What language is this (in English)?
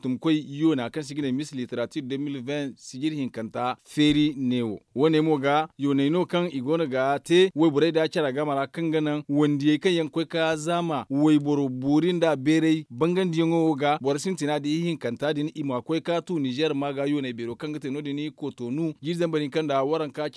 Zarma